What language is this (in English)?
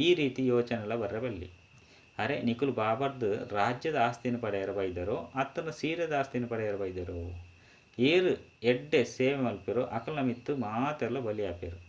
Tulu